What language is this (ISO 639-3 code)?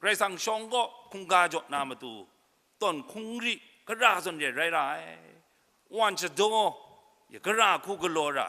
kac